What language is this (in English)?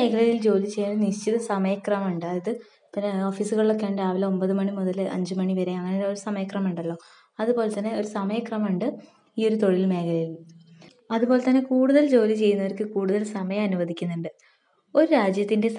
Malayalam